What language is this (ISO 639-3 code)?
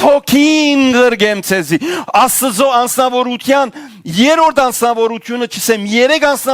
hyw